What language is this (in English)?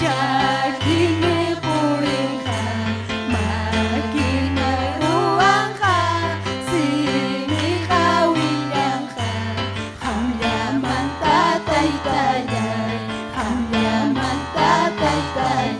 Ayacucho Quechua